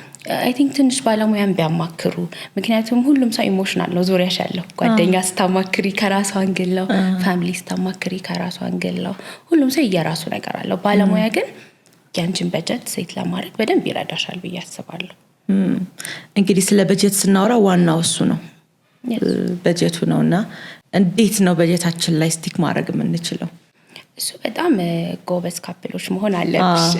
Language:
Amharic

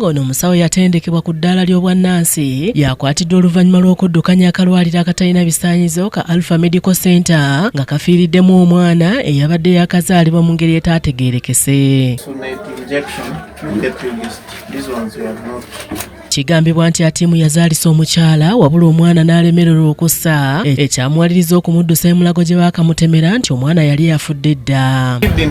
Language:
Ganda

